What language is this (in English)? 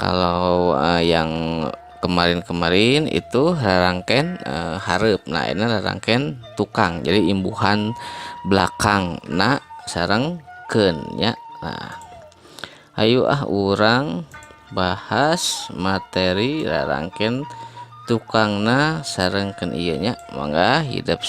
Sundanese